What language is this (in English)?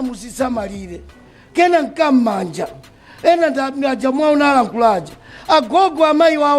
Nyanja